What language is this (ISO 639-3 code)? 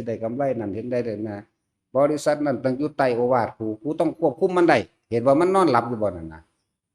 tts